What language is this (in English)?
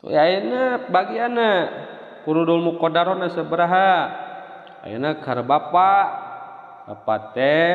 Sundanese